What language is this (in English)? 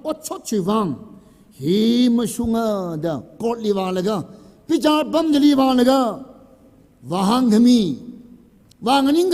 Tangkhul Naga (India)